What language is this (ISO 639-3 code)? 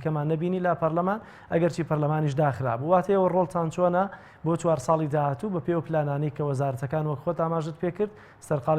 ckb